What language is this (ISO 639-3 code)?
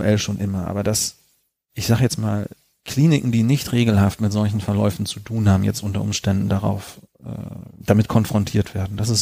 deu